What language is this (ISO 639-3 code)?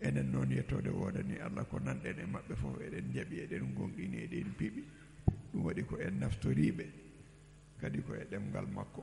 ful